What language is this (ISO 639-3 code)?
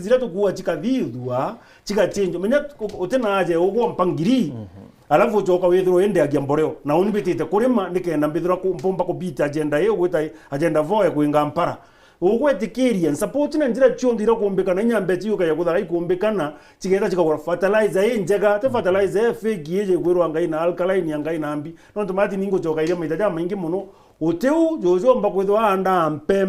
mer